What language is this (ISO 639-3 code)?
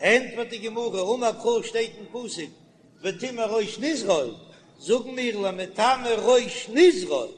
yid